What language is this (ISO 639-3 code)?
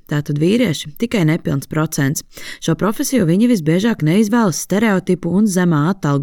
lav